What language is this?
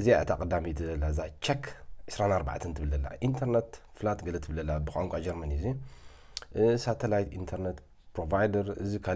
Tigrinya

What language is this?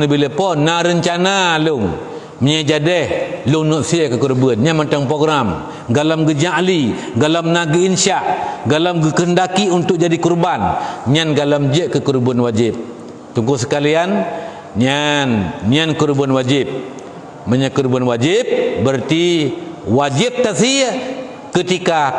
Achinese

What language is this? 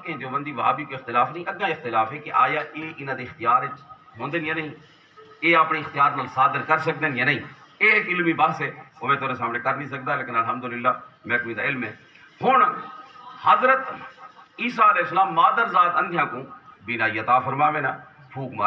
Saraiki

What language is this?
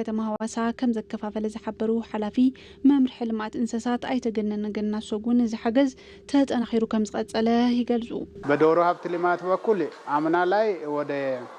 Tigrinya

